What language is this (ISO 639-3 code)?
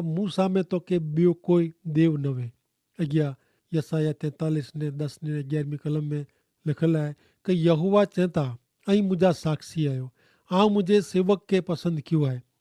kfr